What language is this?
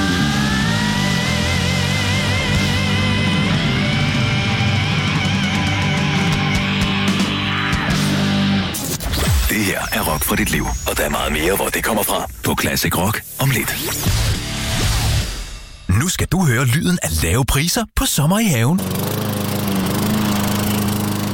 Danish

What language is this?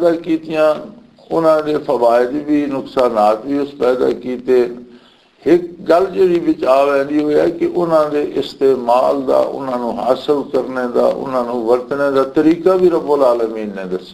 Western Panjabi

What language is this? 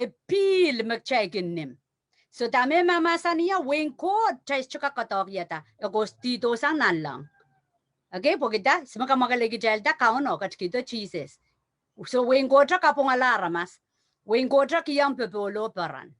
Pohnpeian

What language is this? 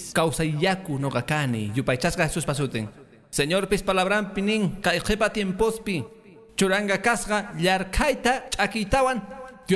Quechua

